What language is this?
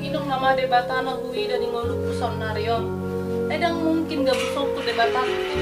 Batak Toba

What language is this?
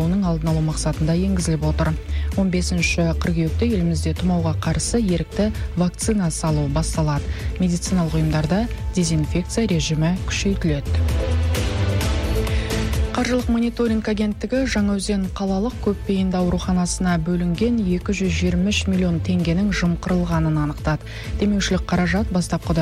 Kazakh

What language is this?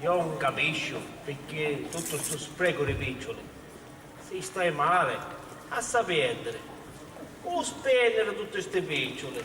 Sicilian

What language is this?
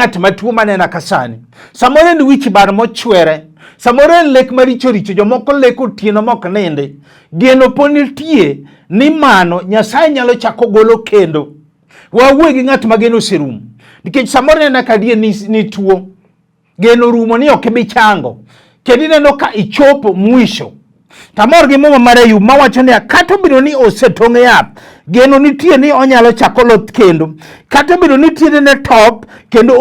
Luo (Kenya and Tanzania)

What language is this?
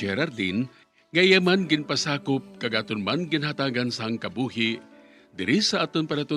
Hiligaynon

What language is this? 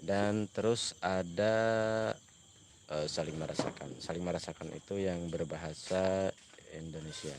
Banjar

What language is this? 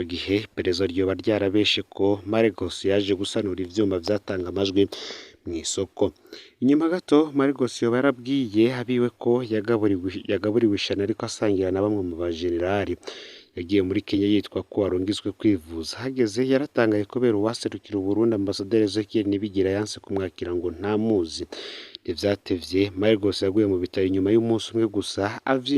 Rundi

